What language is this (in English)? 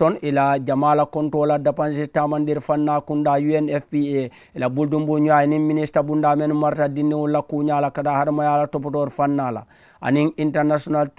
Mandingo